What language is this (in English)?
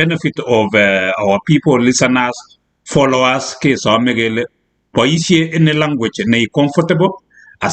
Kalenjin